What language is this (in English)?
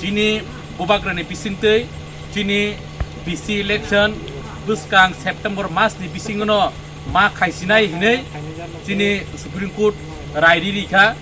Kok Borok